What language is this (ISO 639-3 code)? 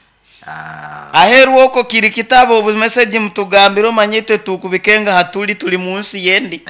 nyo